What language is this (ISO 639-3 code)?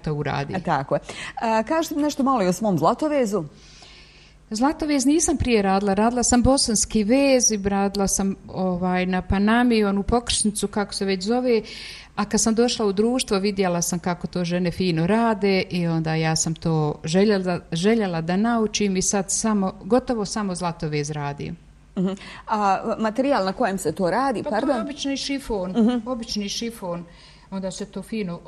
bos